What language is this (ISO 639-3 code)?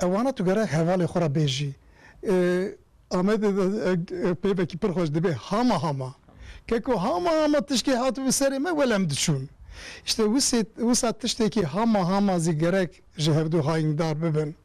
kur